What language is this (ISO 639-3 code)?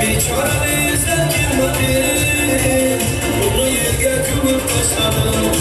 tuk